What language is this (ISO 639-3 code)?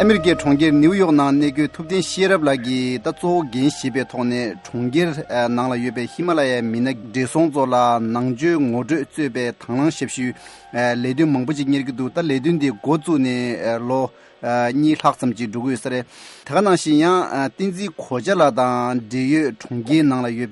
bod